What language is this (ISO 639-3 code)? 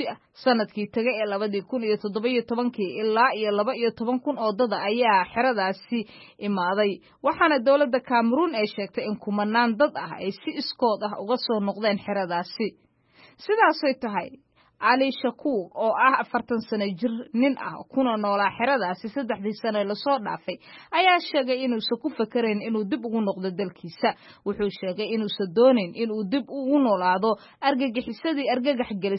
som